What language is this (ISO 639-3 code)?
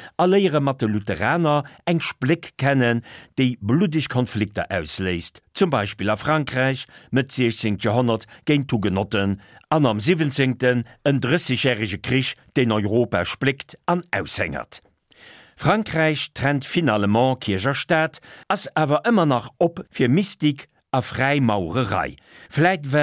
ltz